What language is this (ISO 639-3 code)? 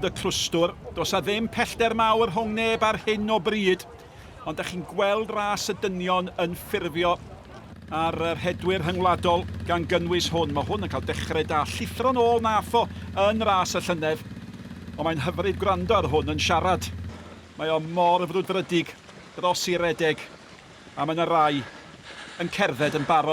cym